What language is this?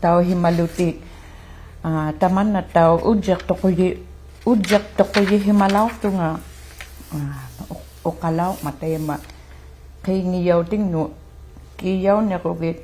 Inuktitut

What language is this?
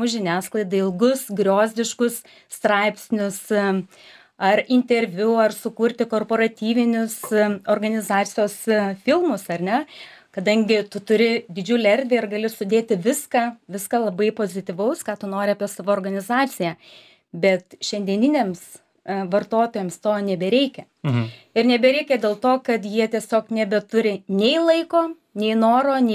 Lithuanian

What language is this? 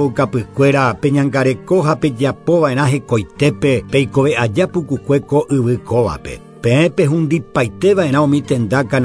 Guarani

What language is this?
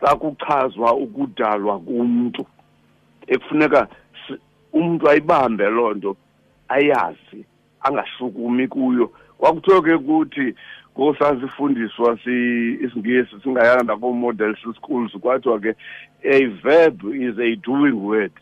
Xhosa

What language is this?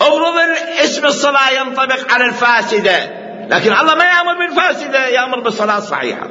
Mesopotamian Arabic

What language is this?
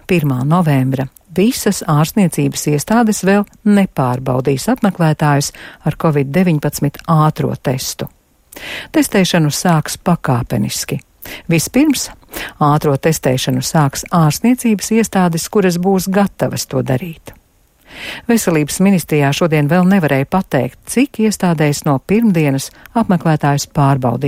Latvian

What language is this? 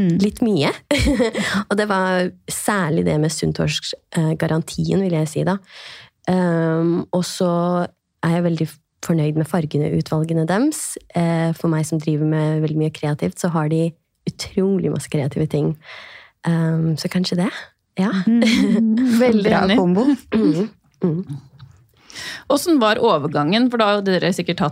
Norwegian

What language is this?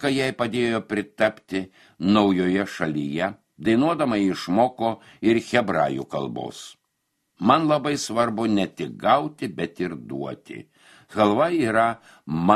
Lithuanian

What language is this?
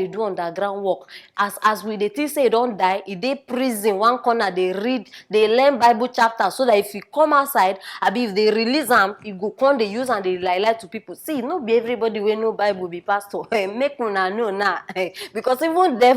Nigerian Pidgin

